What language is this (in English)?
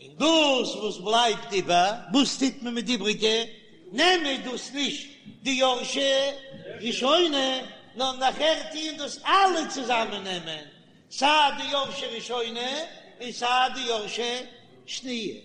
Yiddish